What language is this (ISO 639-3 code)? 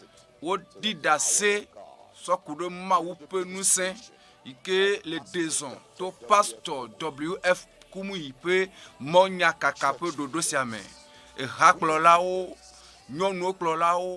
ewe